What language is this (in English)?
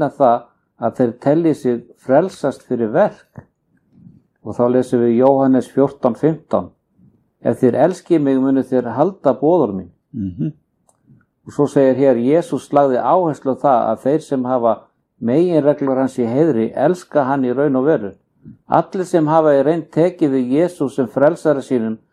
Icelandic